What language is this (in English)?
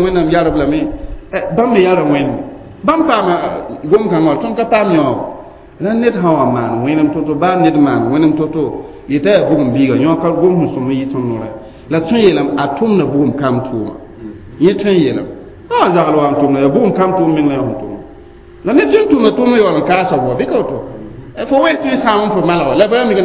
Mossi